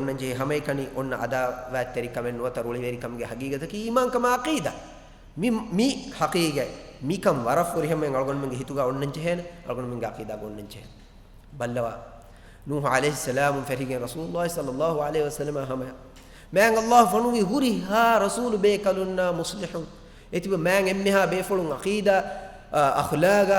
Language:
Divehi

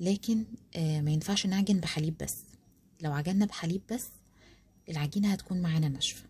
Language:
Egyptian Arabic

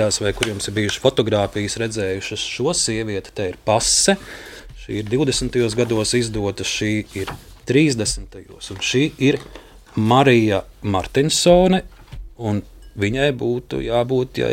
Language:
Latvian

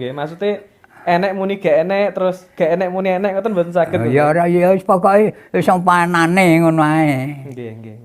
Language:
Javanese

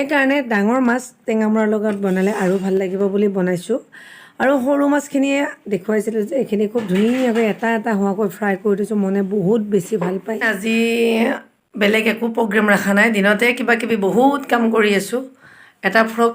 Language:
Assamese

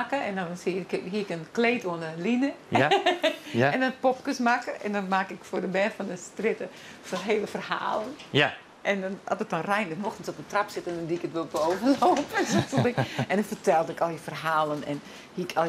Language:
Western Frisian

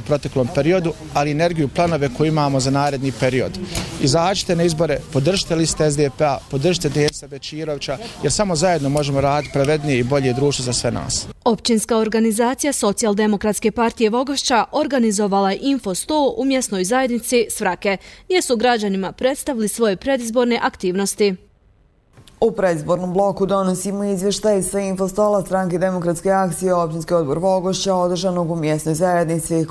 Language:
Bosnian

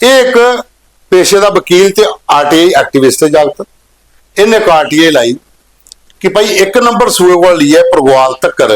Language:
Dogri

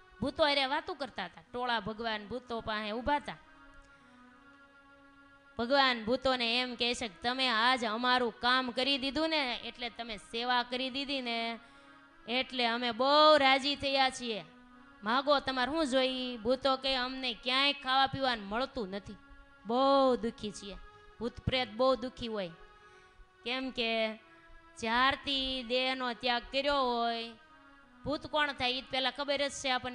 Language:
Gujarati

